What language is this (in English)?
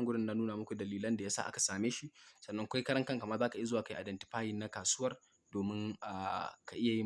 Hausa